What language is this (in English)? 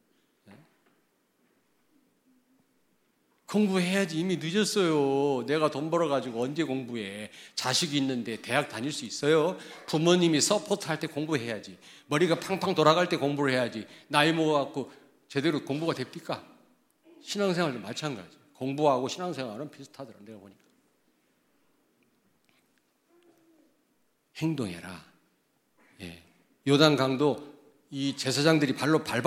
Korean